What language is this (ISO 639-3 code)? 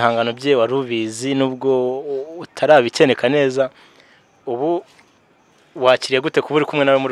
kin